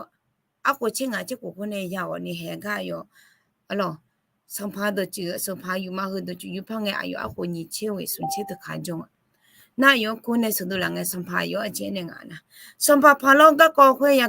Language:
Akha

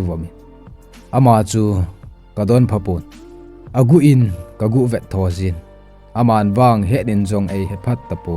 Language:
Thado Chin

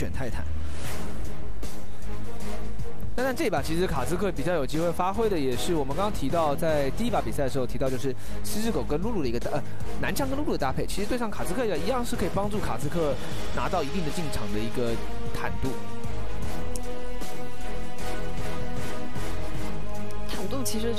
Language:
Chinese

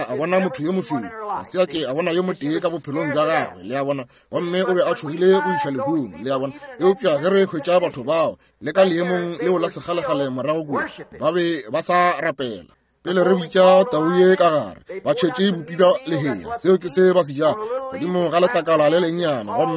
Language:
Northern Sotho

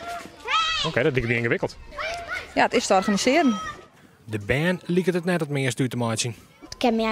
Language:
Western Frisian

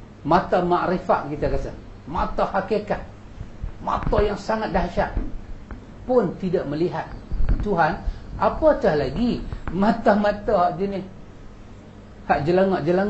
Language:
Malay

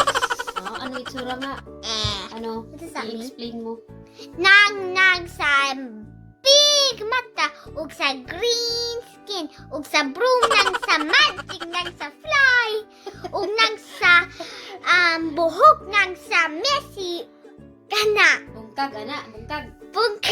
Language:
Cebuano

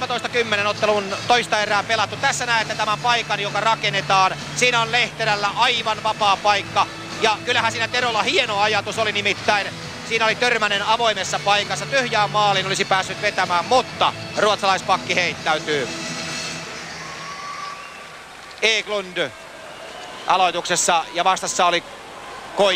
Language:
Finnish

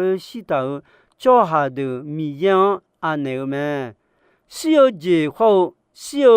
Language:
Akha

